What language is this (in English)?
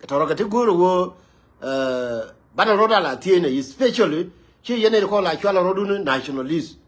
Nuer